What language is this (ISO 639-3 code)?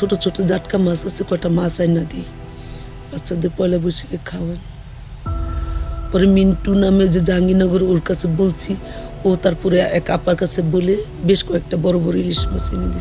ben